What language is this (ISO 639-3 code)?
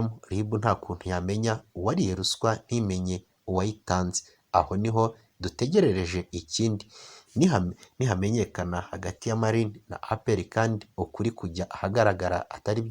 kin